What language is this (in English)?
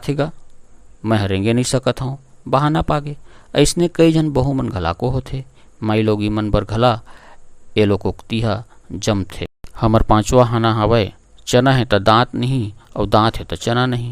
Chhattisgarhi